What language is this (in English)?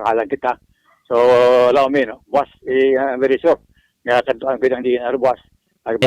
Hiligaynon